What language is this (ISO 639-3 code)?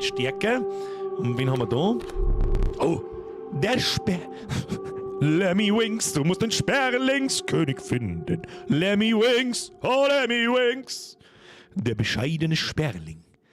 bar